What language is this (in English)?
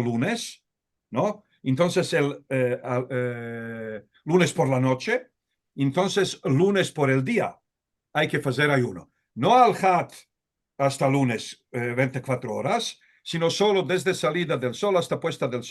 Ladino